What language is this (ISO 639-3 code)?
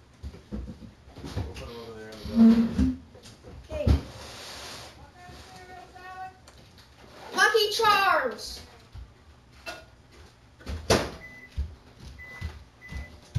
eng